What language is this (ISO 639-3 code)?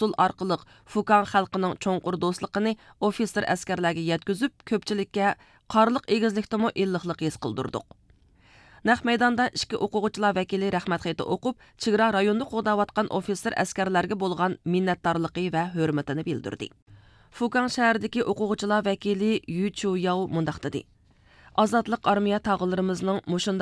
uig